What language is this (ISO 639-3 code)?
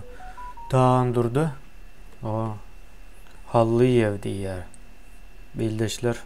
tuk